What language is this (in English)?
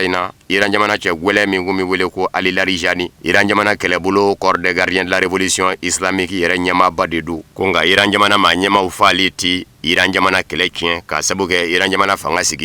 Bambara